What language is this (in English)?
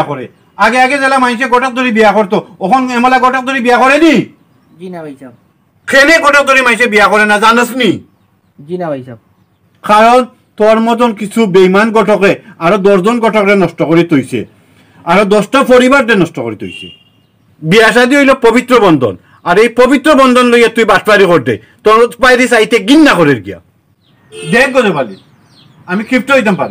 Sylheti